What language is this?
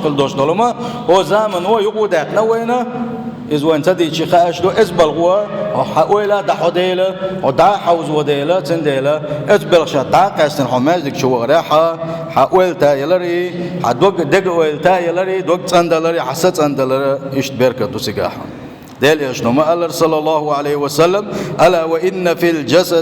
Chechen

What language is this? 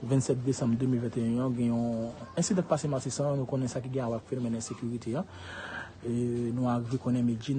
Haitian Creole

